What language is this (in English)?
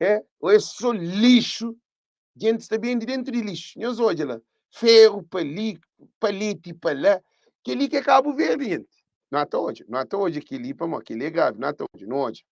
Kabuverdianu